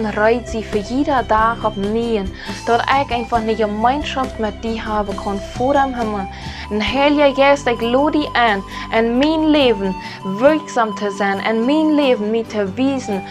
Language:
Plautdietsch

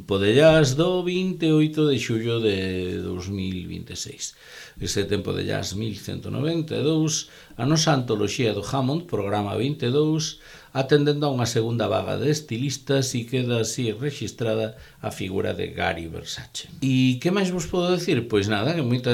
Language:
Galician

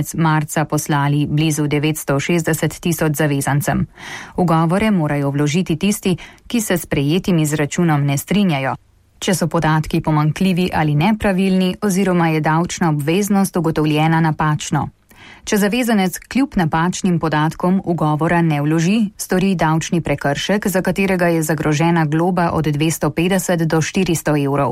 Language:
Slovenian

